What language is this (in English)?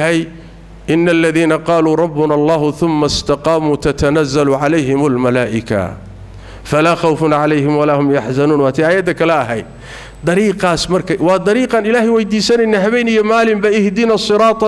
Somali